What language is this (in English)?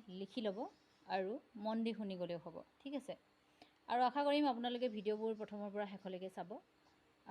Assamese